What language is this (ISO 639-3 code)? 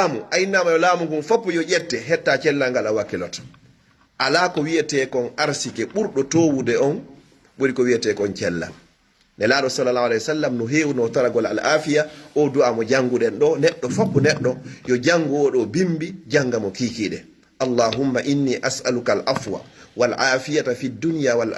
fuf